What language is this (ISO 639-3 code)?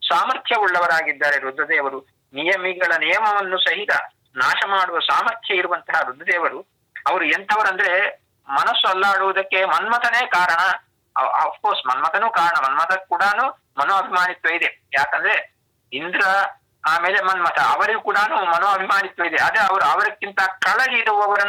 kan